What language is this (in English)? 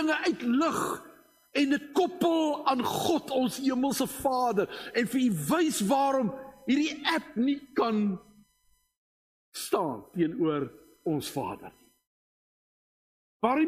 Afrikaans